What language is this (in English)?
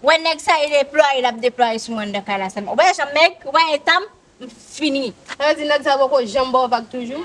Haitian Creole